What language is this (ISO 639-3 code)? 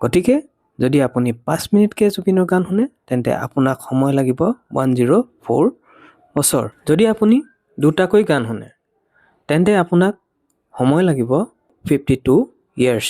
asm